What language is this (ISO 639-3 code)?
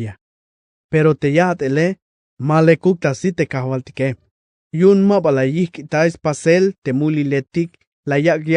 tzh